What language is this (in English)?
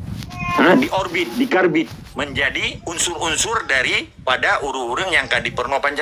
Achinese